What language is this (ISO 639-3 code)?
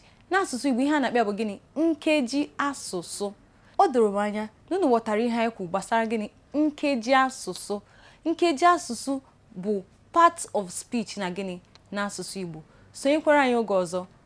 ibo